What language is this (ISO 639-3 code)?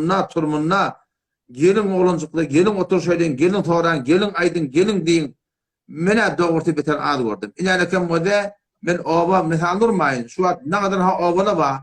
tuk